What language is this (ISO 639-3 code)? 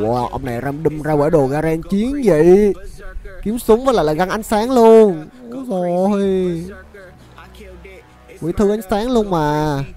vie